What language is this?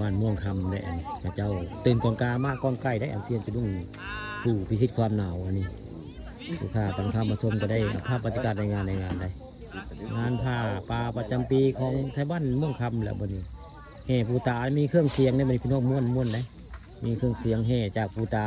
Northeastern Thai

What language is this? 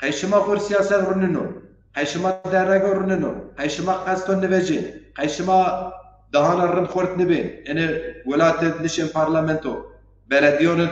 Zaza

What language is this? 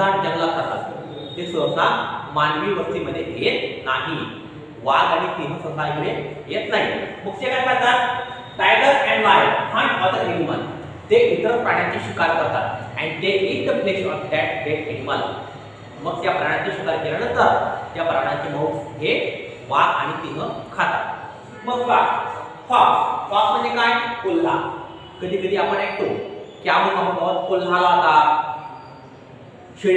Marathi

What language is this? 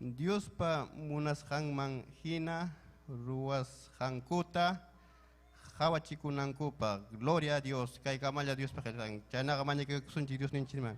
Ayacucho Quechua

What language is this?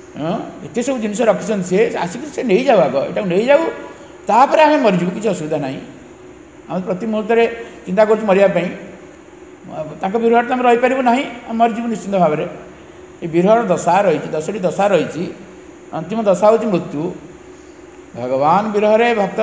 Odia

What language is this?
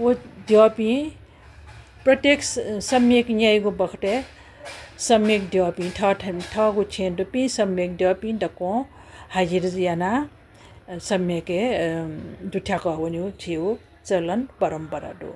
Newari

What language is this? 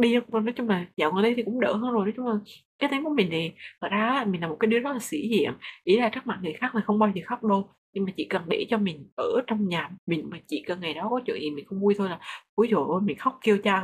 Vietnamese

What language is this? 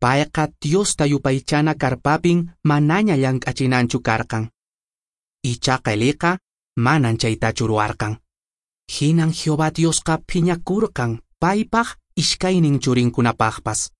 Quechua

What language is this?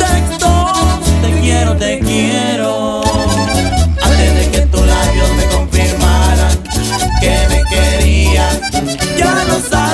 Spanish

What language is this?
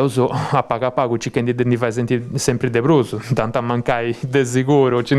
Sardinian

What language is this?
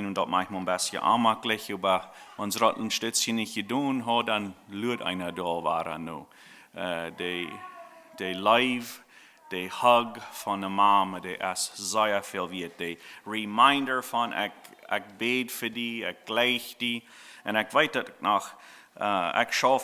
Plautdietsch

